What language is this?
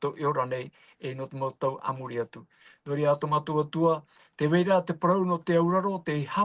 Tahitian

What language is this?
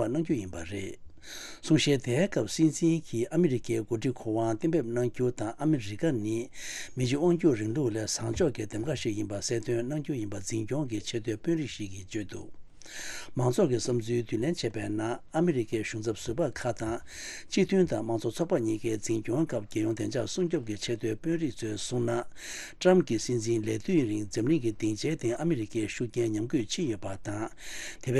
Tibetan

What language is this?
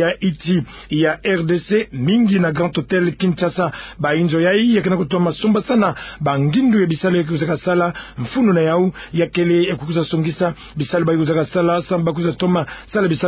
Kituba (Democratic Republic of Congo)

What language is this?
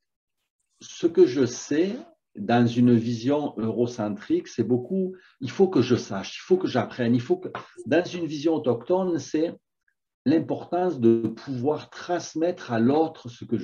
French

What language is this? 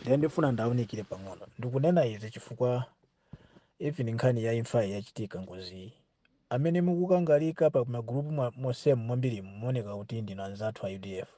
Nyanja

